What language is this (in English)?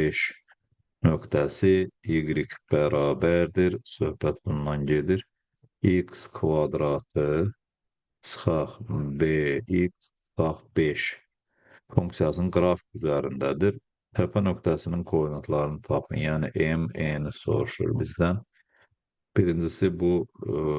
Azerbaijani